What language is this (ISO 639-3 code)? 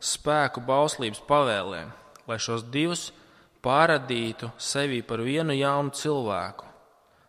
lav